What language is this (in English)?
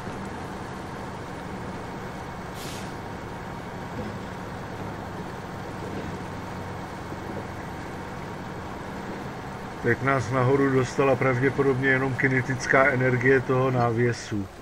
Czech